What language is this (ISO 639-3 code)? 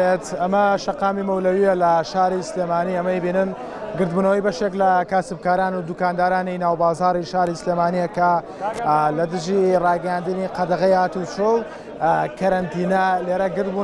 ckb